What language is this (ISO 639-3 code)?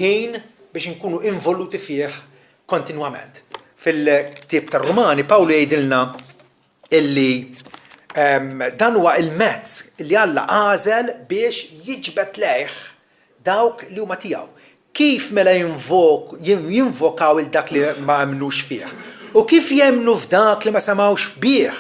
mlt